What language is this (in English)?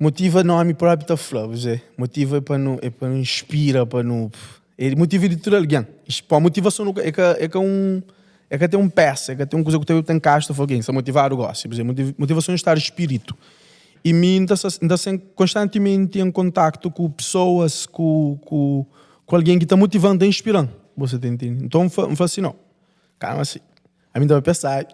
Kabuverdianu